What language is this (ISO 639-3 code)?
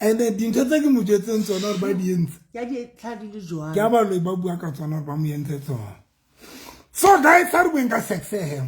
sot